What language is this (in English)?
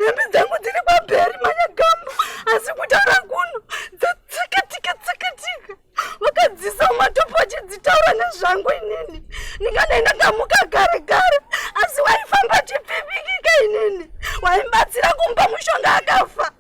Shona